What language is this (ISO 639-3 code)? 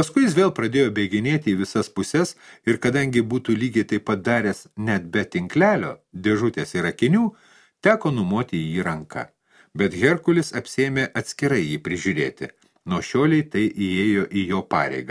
lit